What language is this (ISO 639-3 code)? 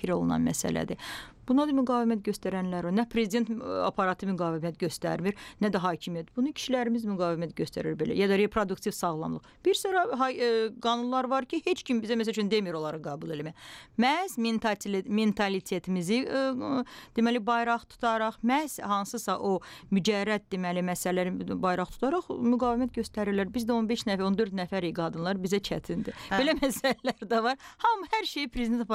aze